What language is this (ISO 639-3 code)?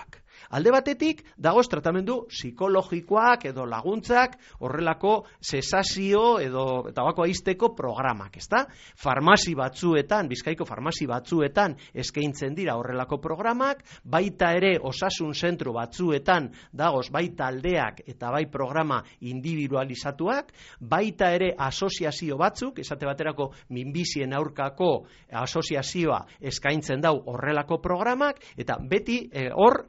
eus